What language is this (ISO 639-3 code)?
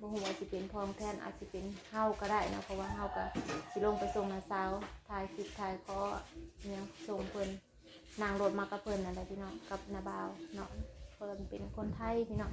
tts